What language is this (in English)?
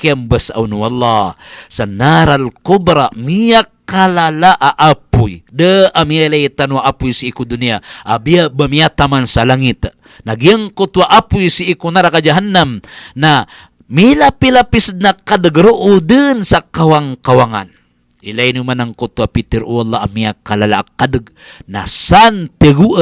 Maranao